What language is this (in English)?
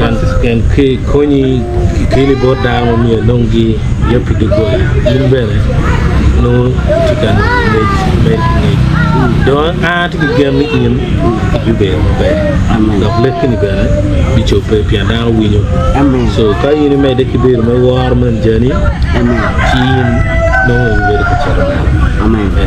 Acoli